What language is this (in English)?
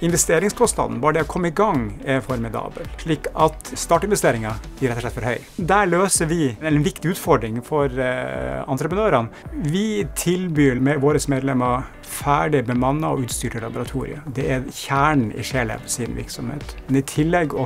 Norwegian